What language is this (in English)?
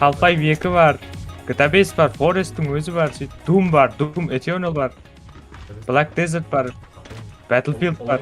Kara-Kalpak